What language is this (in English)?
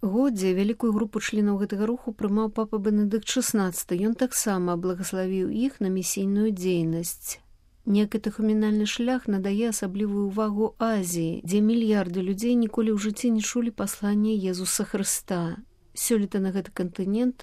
Belarusian